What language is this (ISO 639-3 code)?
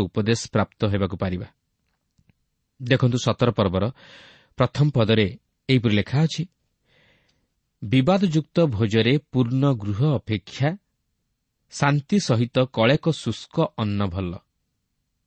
ori